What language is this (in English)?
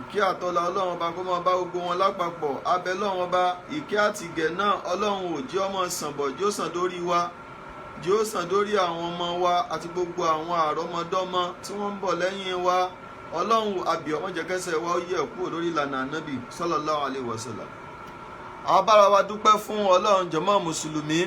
Yoruba